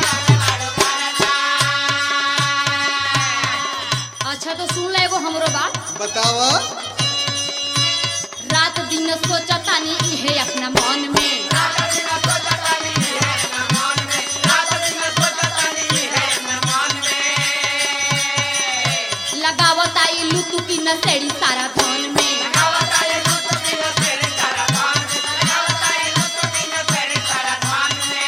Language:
Bhojpuri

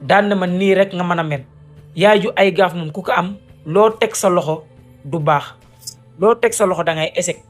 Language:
Wolof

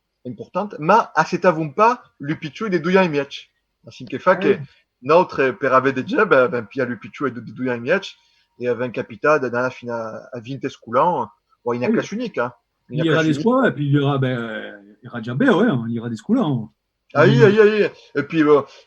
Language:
Occitan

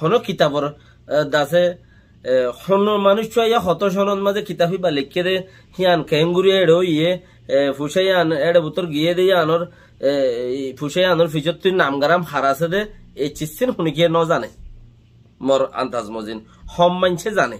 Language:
Rohingya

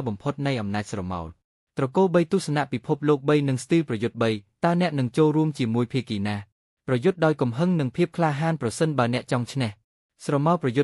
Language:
Khmer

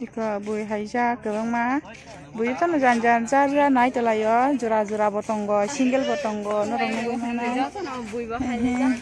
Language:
Kok Borok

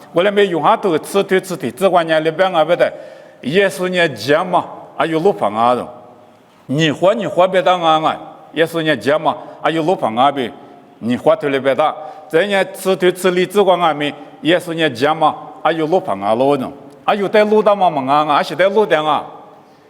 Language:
Lisu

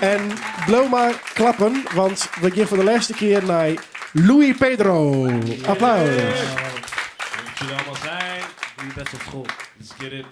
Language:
Western Frisian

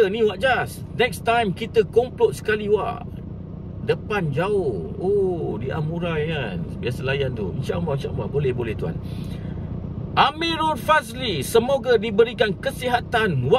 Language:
Malay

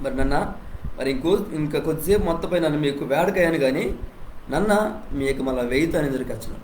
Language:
Koya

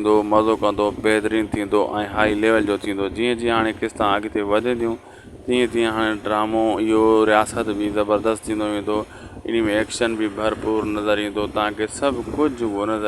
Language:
Sindhi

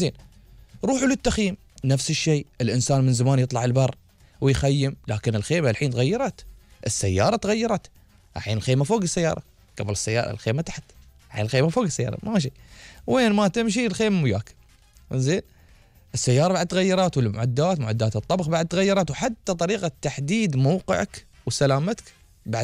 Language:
Gulf Arabic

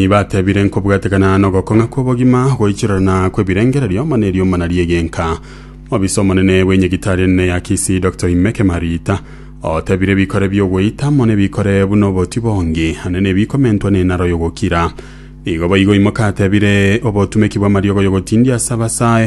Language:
Gusii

